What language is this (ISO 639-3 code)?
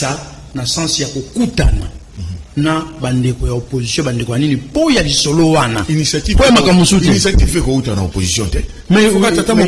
lin